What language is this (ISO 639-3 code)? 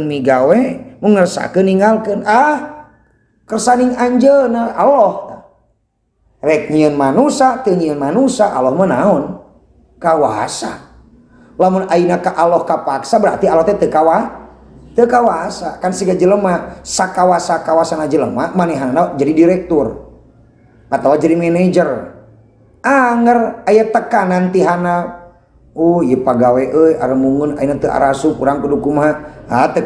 sun